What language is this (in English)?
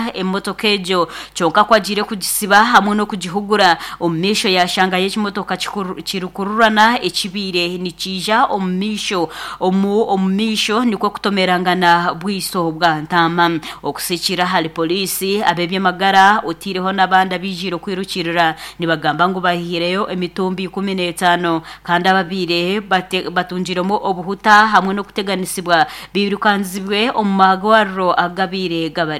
Nyankole